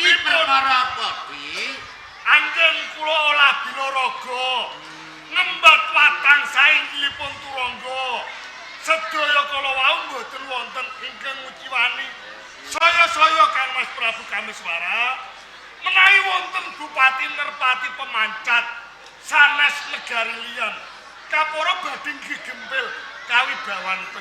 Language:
Javanese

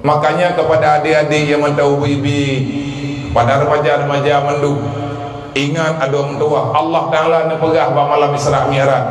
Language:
Achinese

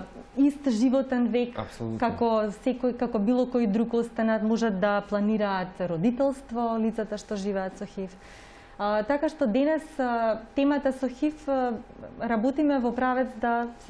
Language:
Macedonian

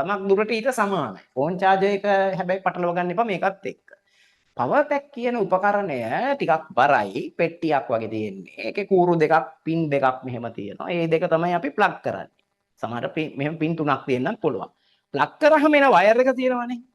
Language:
Sinhala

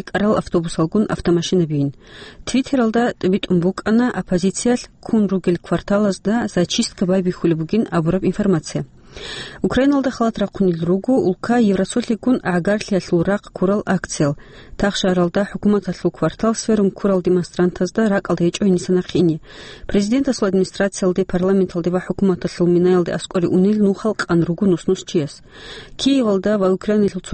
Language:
Avaric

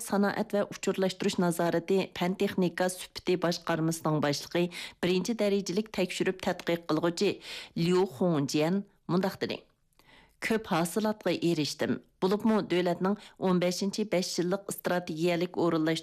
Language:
Uyghur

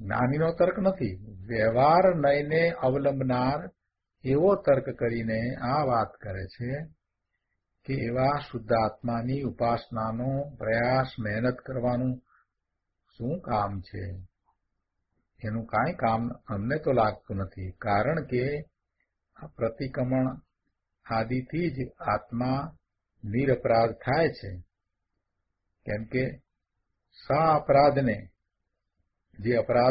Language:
Gujarati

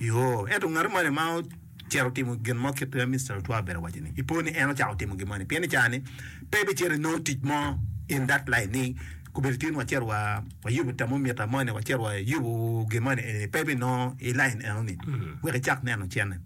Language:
Acoli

